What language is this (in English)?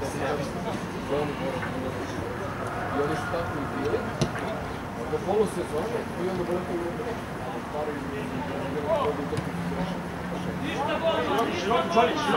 Serbian